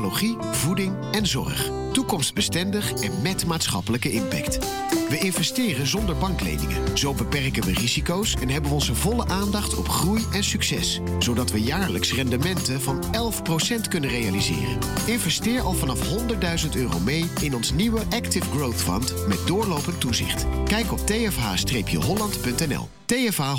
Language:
Dutch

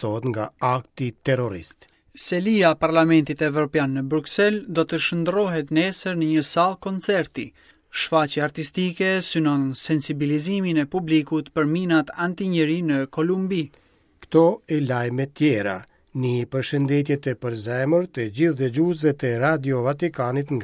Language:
Albanian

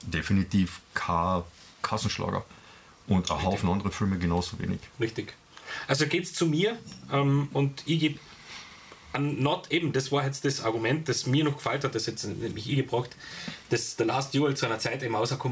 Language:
German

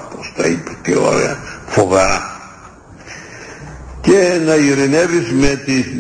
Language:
Greek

